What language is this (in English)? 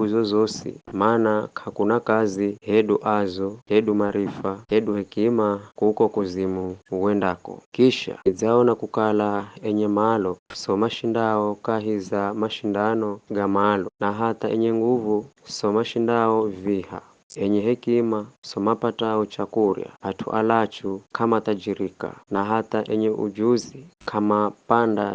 Giryama